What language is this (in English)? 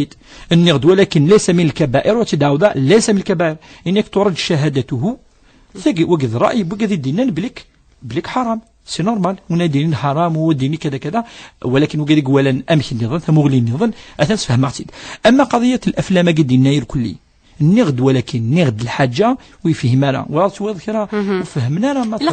Kabyle